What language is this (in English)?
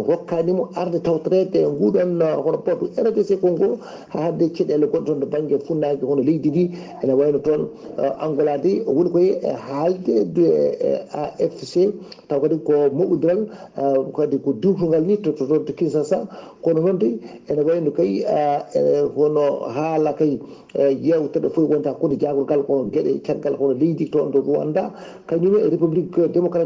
Fula